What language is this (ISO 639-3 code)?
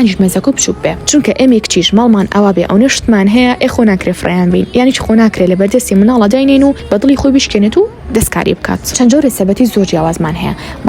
ckb